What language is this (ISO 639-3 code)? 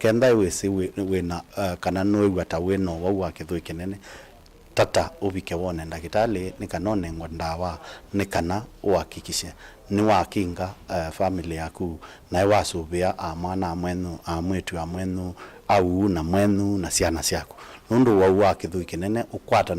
kam